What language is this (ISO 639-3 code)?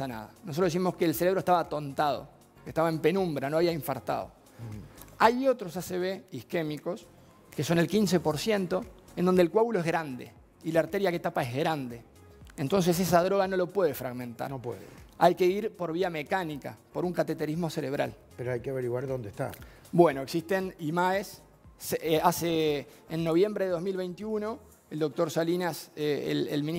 spa